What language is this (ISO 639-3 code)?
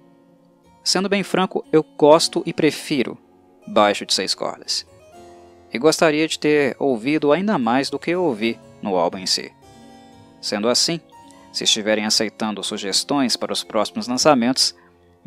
por